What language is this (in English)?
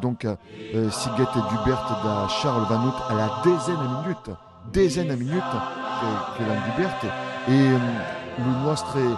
Occitan